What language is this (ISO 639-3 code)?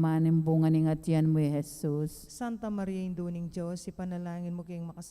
pam